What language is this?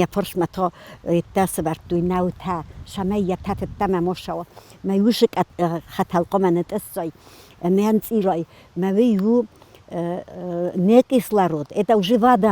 Ossetic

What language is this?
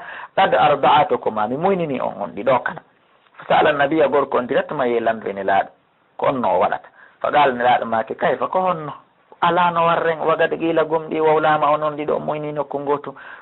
Pular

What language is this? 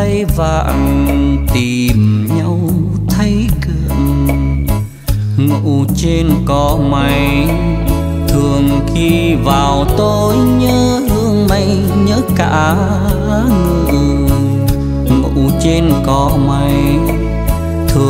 Vietnamese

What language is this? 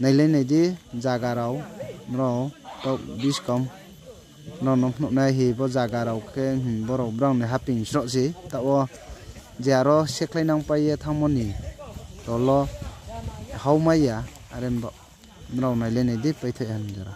Riang (India)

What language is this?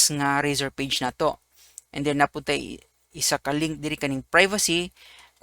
Cebuano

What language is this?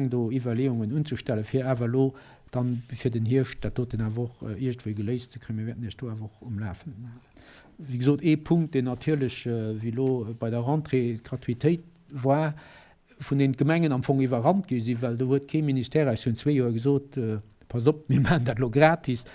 Luxembourgish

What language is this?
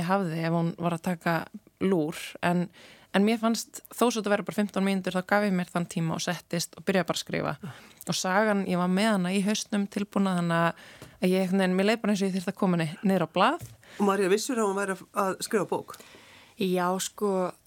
Icelandic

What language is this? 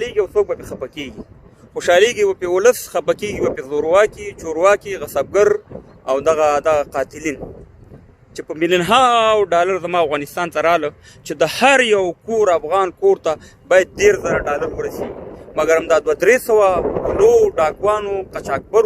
Pashto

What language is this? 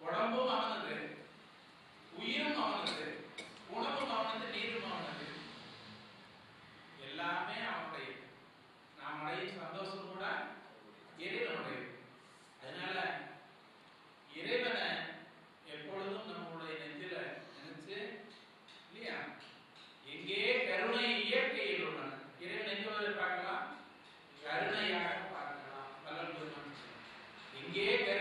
Tamil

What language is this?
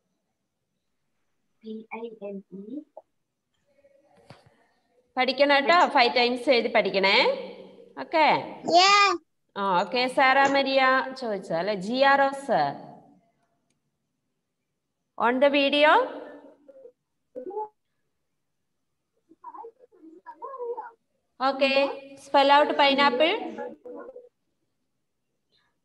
Malayalam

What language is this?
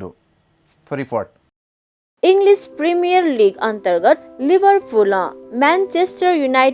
Newari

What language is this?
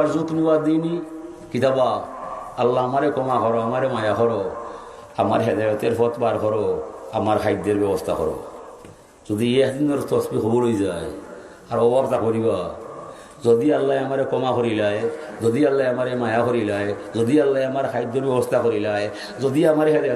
Sylheti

